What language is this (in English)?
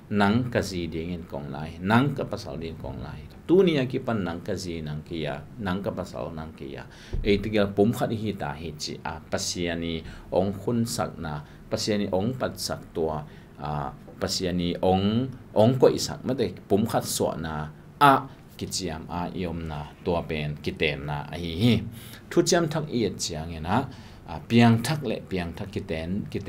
Tedim Chin